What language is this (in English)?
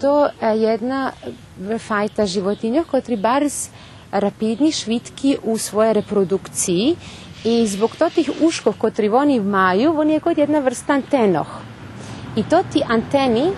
Rusyn